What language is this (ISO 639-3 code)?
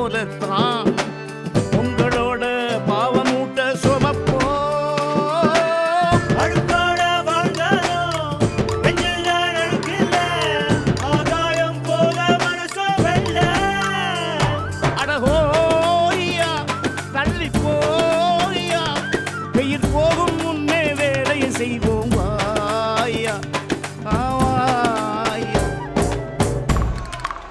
tam